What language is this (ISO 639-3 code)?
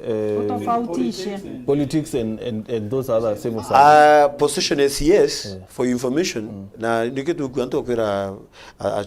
mer